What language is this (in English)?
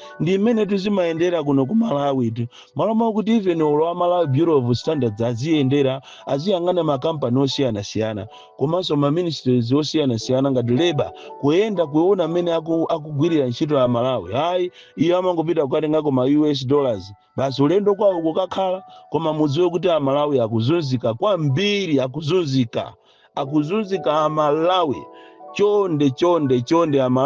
Nyanja